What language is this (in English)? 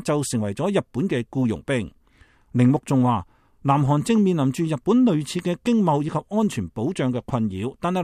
Cantonese